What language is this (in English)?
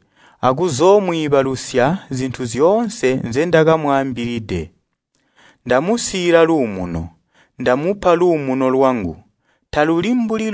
Tonga (Zambia)